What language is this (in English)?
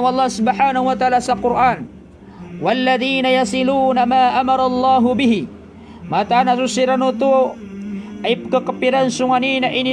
Maranao